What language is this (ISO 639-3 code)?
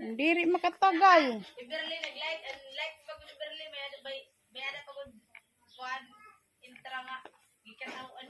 war